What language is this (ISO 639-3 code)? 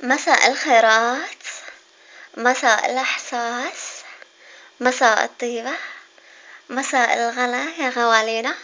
arz